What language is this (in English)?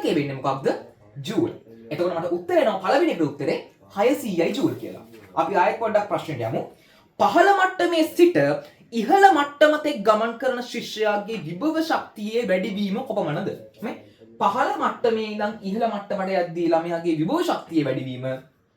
Sinhala